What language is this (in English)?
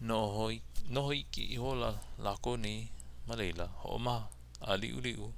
Hawaiian